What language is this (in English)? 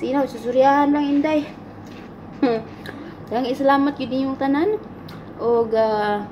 Cebuano